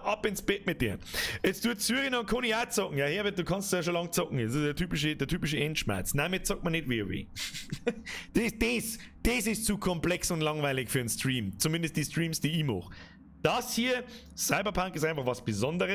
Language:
Bavarian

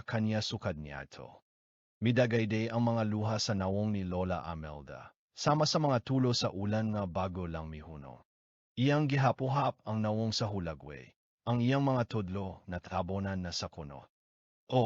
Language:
Cebuano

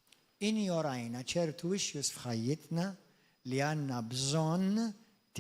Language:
Maltese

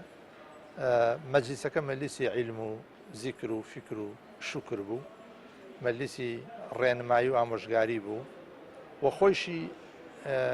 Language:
Central Kurdish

